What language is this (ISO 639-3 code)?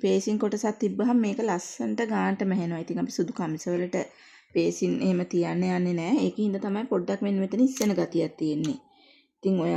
sin